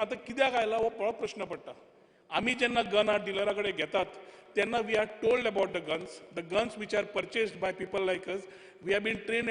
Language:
Konkani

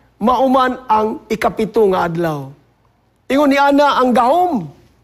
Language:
Cebuano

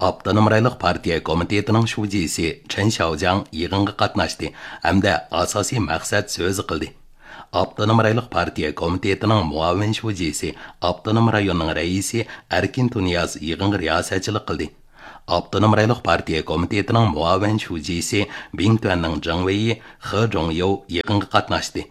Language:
Uyghur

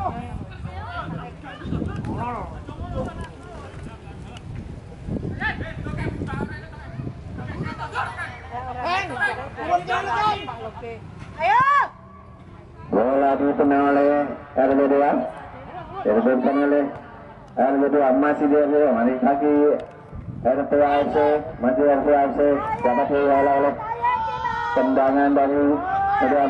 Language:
Indonesian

